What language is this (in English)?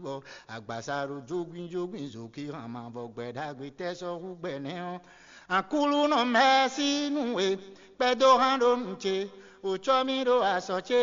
Fon